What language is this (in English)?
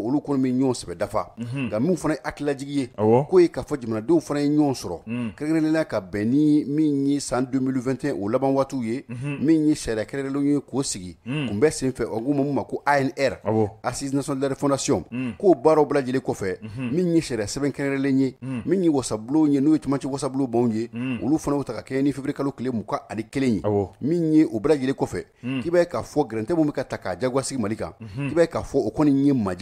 Bambara